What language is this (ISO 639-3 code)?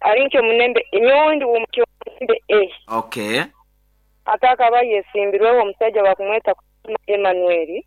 nyo